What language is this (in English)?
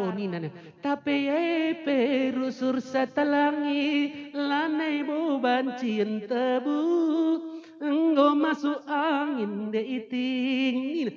Batak Karo